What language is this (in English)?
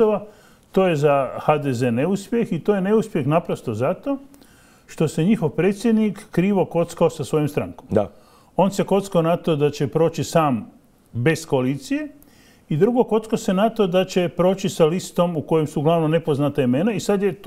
Croatian